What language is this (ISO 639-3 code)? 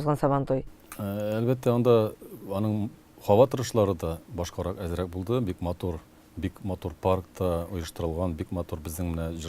tat